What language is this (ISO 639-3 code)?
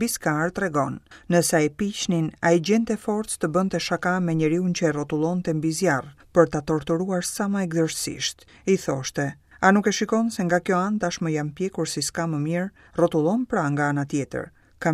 sqi